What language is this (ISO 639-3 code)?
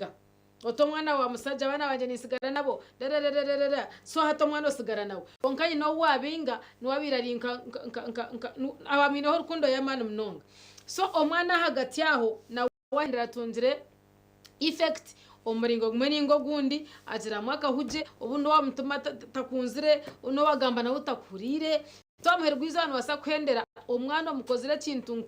nyn